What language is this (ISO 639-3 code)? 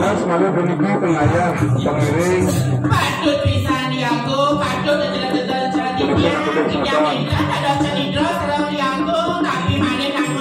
ban